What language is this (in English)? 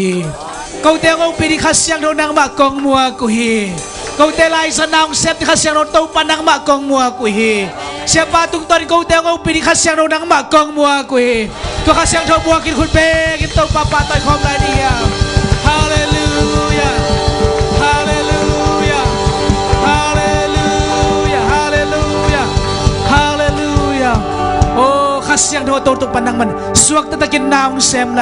Tedim Chin